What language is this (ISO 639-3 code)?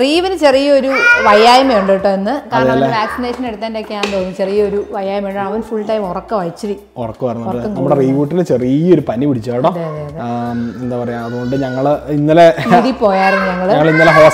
mal